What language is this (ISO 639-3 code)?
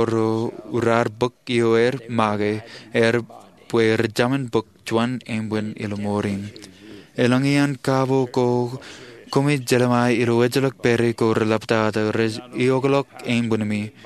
mah